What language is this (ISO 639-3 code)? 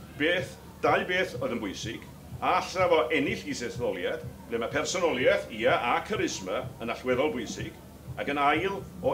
cym